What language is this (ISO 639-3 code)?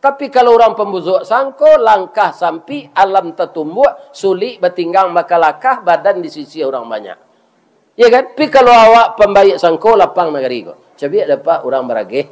min